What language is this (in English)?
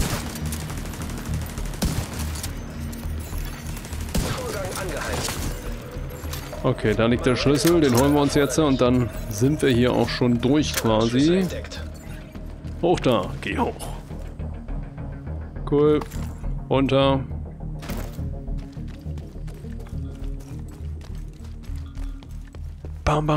German